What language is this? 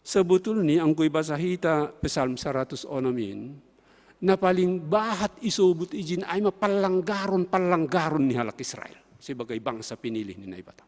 Batak Simalungun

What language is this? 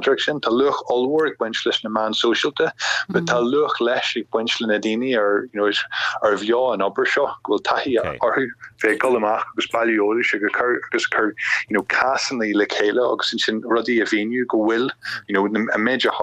Irish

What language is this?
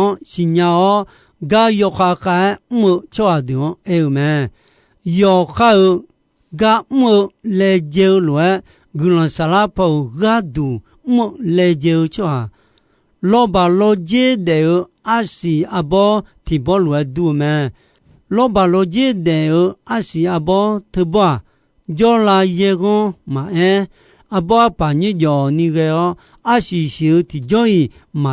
Akha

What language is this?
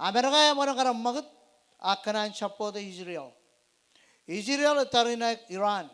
Marshallese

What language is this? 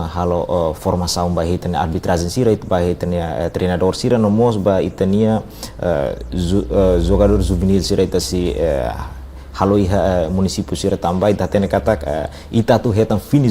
Tetum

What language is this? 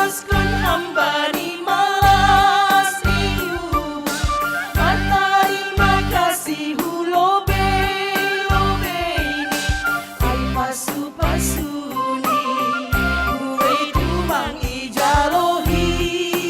Batak Simalungun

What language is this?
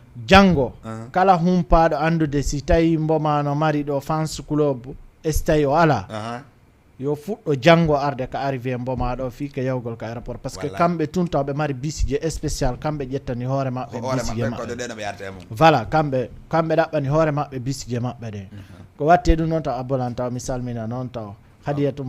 Fula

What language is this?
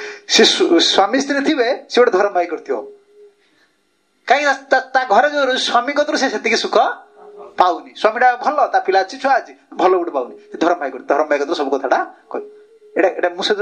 Odia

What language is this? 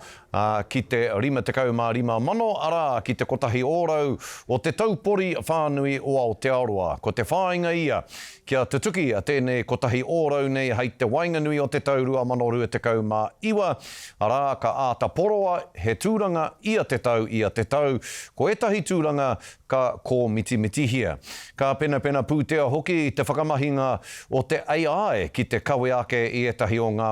Māori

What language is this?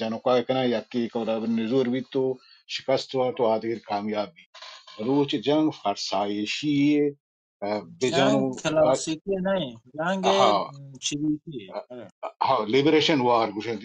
Baluchi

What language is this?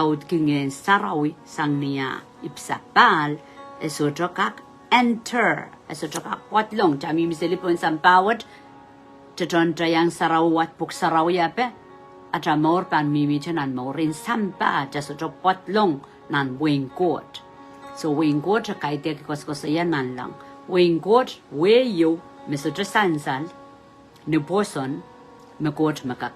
Pohnpeian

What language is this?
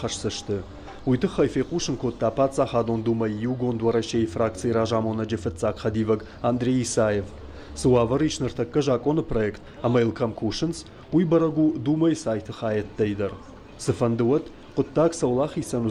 Ossetic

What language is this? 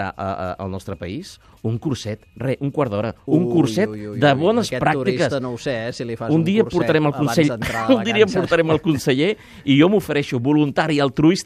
Catalan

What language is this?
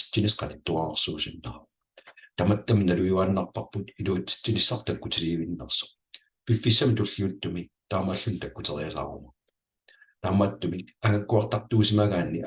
Kalaallisut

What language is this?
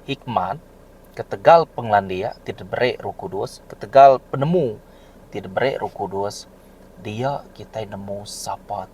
Iban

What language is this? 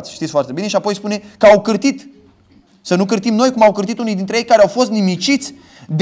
Romanian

